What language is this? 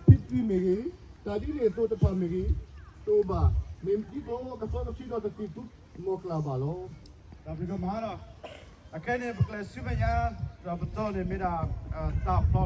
S'gaw Karen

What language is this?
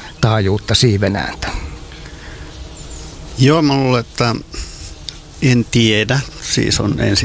Finnish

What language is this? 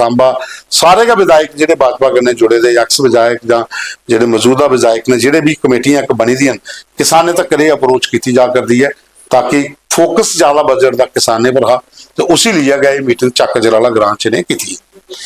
Dogri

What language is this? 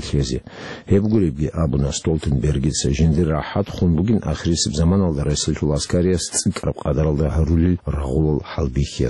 Avaric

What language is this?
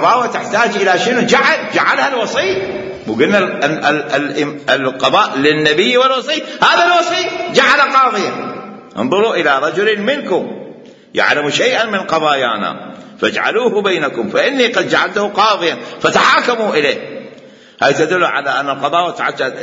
Mesopotamian Arabic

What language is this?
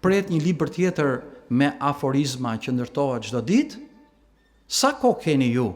Albanian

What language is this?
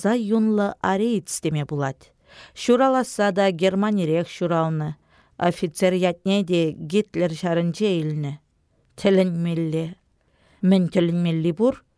Chuvash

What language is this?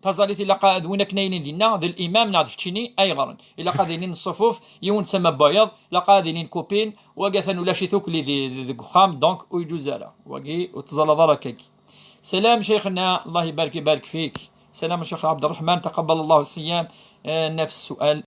Kabyle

